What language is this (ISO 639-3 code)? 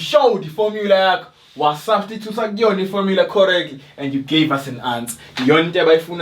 zul